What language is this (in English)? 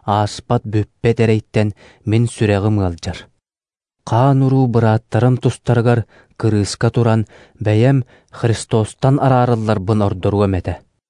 Yakut